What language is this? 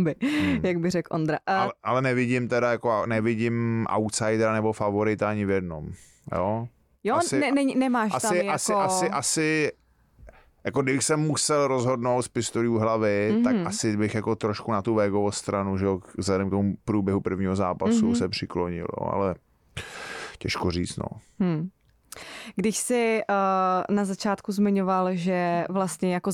Czech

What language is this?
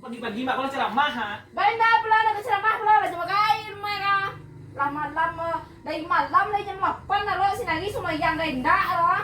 Minangkabau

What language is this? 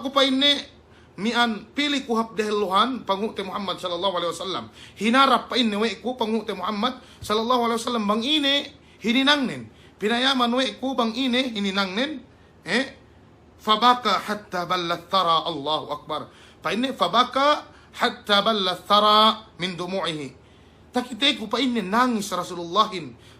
Yakan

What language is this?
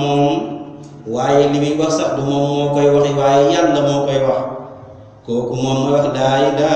Wolof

